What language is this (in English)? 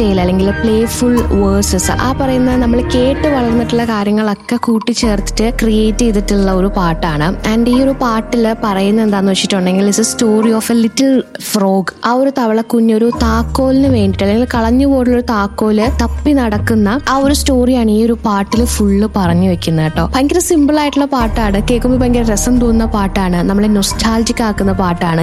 Malayalam